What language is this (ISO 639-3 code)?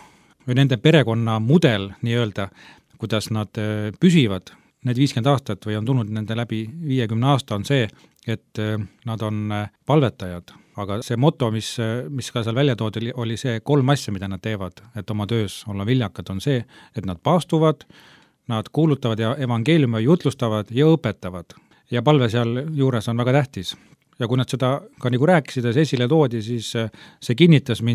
est